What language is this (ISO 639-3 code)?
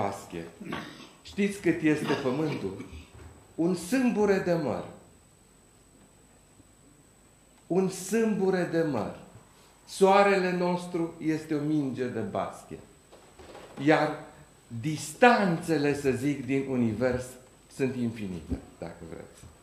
ron